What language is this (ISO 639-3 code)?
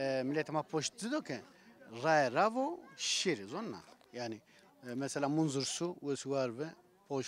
zza